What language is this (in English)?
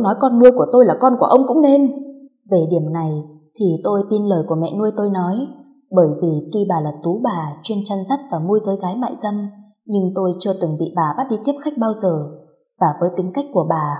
Vietnamese